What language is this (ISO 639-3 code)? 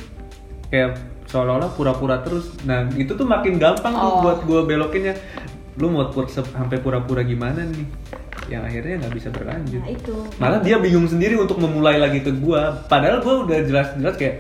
ind